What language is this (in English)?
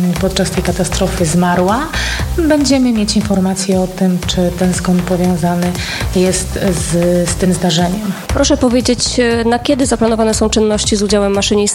Polish